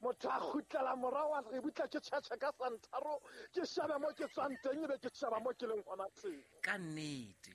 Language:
Southern Sotho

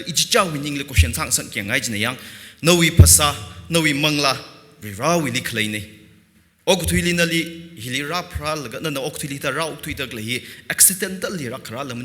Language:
Tangkhul Naga (India)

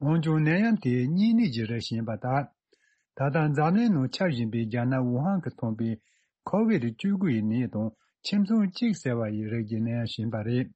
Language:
Tibetan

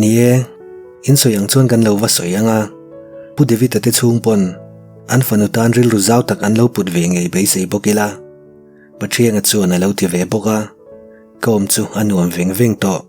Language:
Mizo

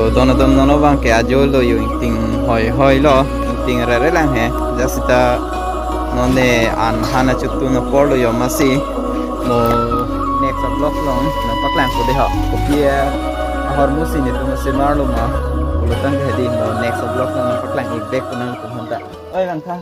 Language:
Karbi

